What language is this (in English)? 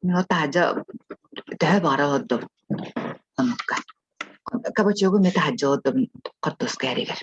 Yakut